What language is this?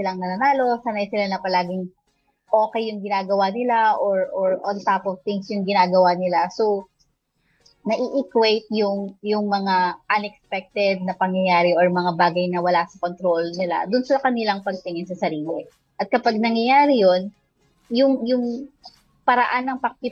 Filipino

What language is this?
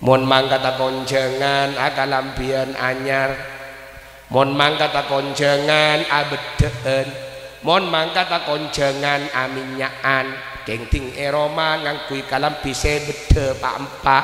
Madurese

